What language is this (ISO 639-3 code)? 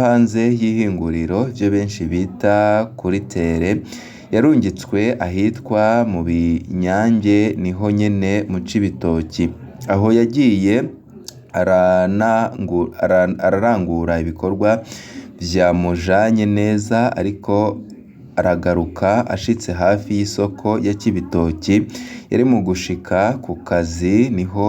run